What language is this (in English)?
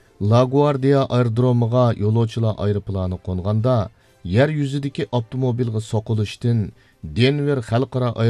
Uyghur